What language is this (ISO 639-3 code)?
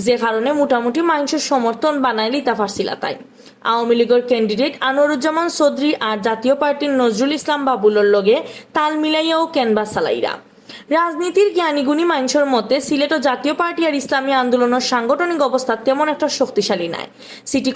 syl